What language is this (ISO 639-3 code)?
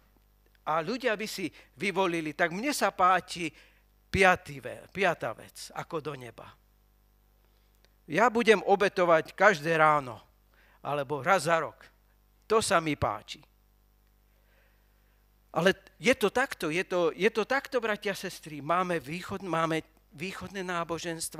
slk